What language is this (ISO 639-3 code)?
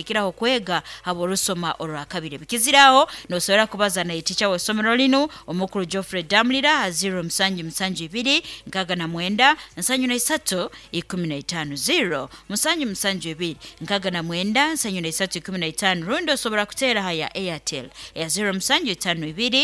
nyn